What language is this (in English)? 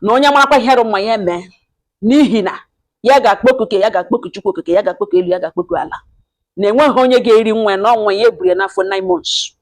Igbo